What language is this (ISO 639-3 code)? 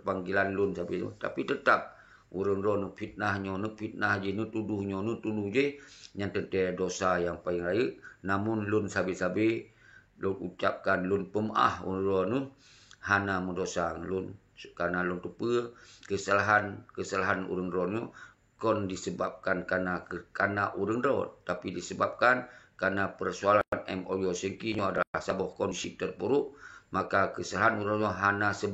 ace